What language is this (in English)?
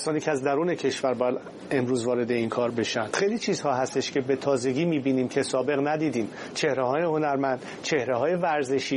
Persian